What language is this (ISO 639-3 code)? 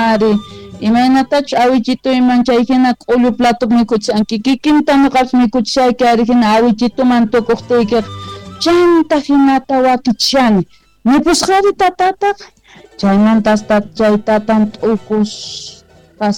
que